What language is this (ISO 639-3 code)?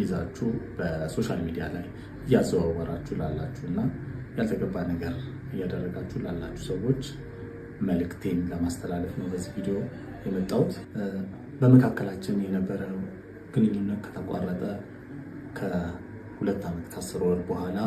amh